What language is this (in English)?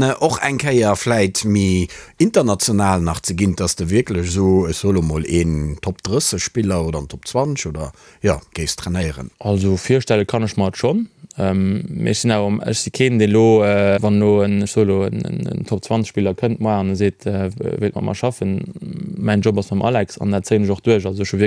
Luxembourgish